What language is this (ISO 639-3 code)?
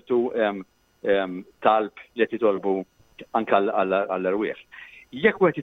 mlt